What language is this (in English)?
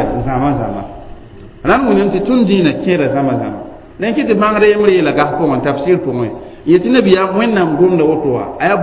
Mossi